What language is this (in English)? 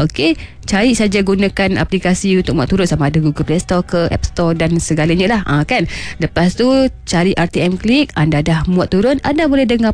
Malay